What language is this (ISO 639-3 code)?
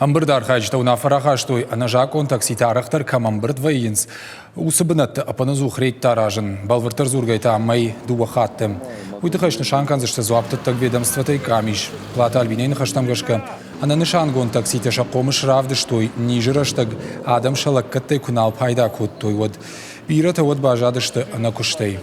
oss